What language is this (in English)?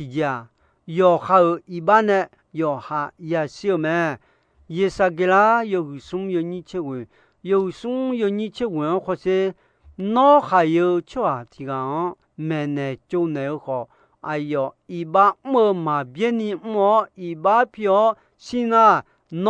Akha